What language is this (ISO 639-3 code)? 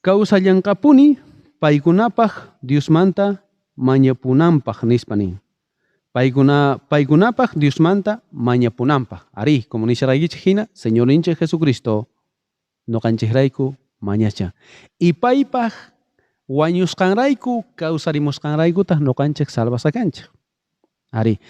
quh